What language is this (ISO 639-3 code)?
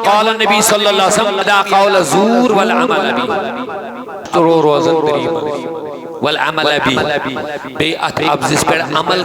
kas